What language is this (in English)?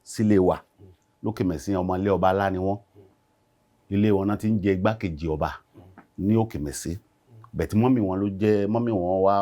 Yoruba